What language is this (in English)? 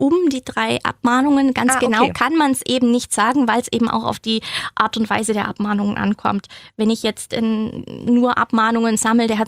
German